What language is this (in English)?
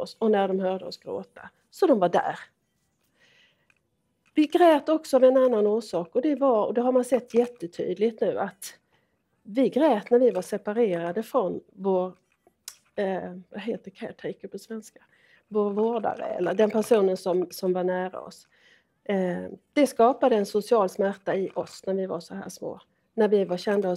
Swedish